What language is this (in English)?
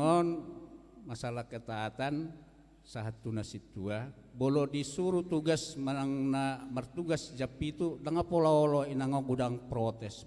Batak Toba